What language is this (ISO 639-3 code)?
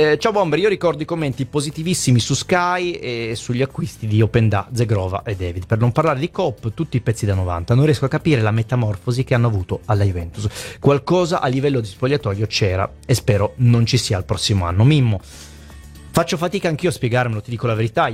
ita